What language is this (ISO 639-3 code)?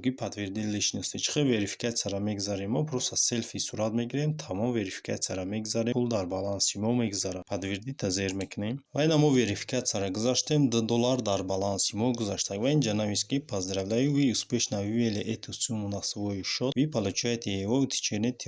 tgk